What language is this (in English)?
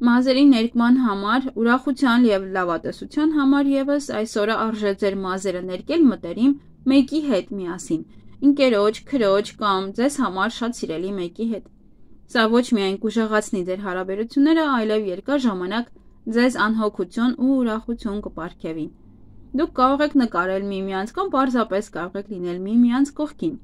Armenian